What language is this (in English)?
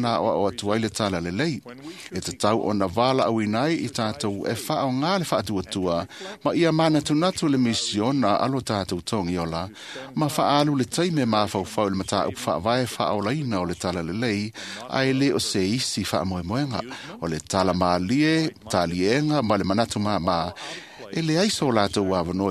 Samoan